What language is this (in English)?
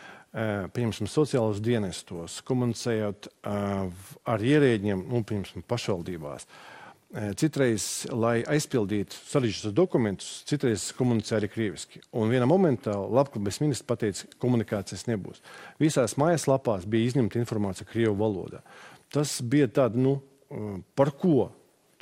Latvian